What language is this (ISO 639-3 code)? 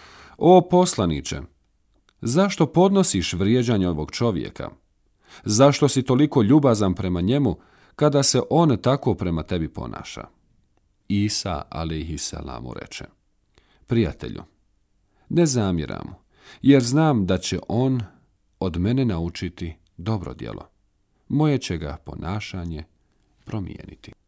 bos